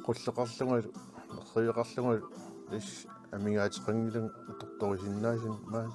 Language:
Kalaallisut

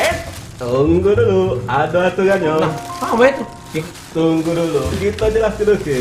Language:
Musi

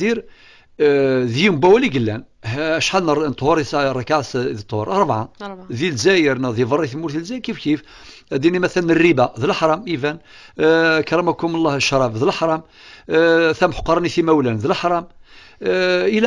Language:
Kabyle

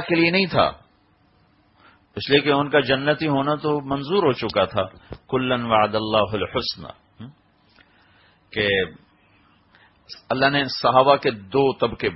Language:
Urdu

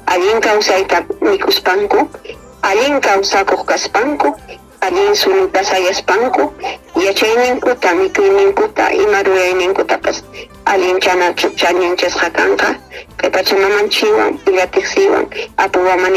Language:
Ayacucho Quechua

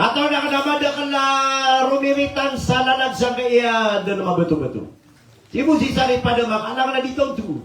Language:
Maranao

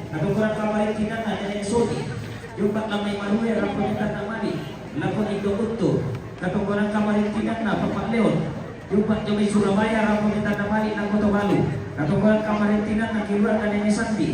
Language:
Toraja-Sa'dan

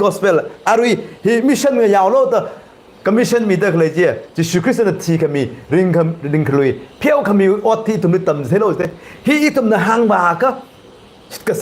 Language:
Tangkhul Naga (India)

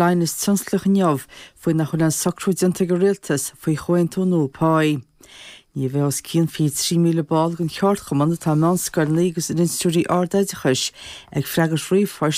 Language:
Irish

